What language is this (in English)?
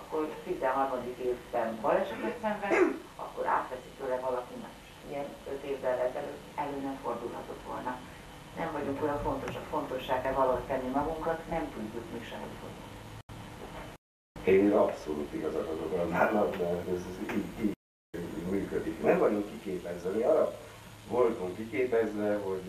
Hungarian